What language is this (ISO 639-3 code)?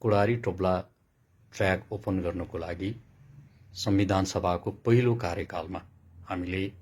nep